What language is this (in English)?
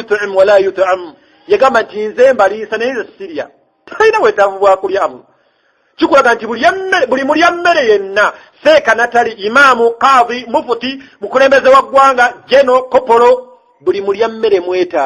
Ganda